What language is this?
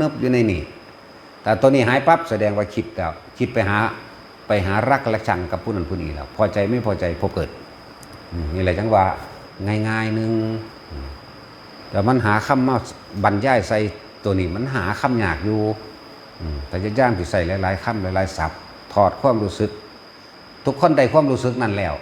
Northeastern Thai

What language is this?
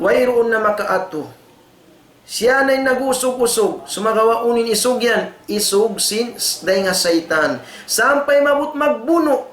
Tausug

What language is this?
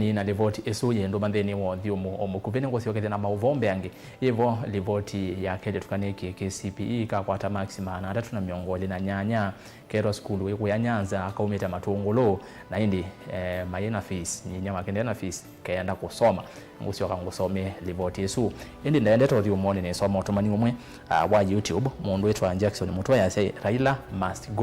Kamba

